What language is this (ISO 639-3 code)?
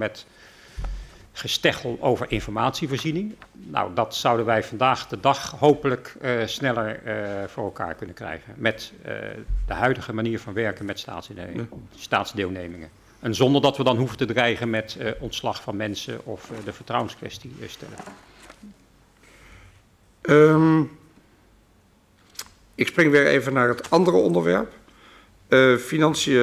nld